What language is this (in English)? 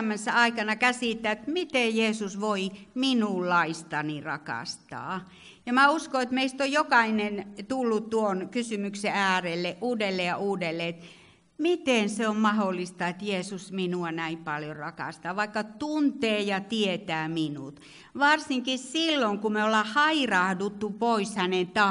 Finnish